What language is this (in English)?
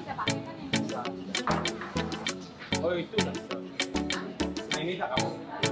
Indonesian